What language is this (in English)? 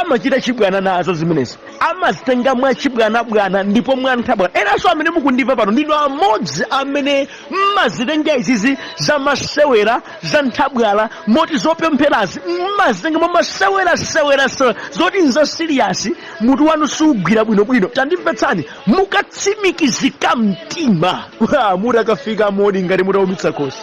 Nyanja